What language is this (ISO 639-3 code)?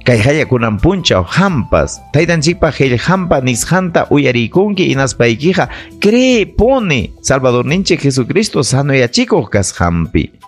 quy